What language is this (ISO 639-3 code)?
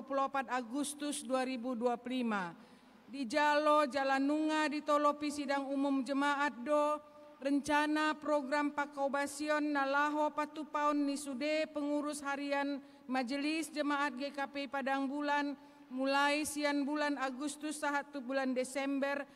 bbc